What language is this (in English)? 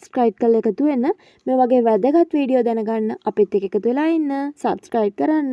Sinhala